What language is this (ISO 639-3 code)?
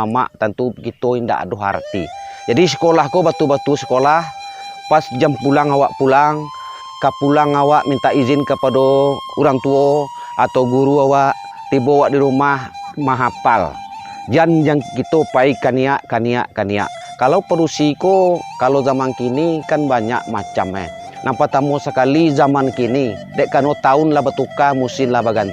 min